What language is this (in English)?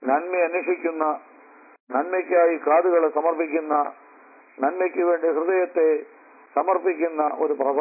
Malayalam